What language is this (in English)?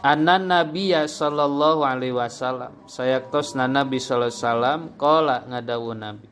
Sundanese